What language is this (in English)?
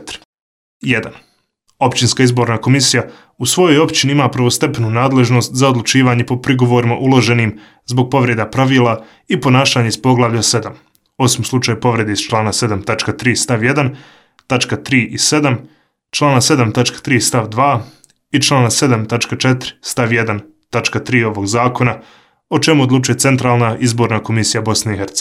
Bosnian